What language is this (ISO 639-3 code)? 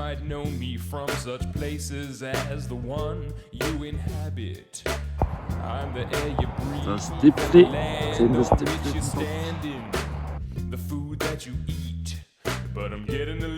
gsw